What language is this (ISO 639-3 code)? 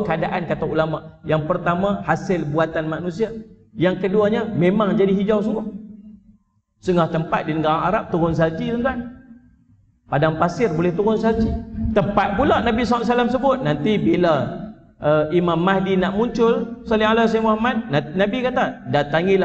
msa